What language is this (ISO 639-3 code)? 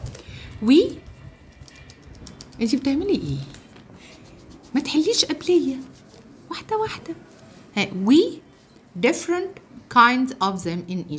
arz